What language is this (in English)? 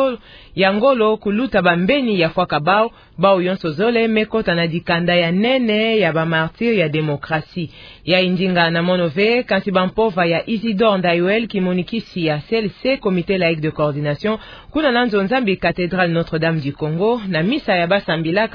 Kituba (Democratic Republic of Congo)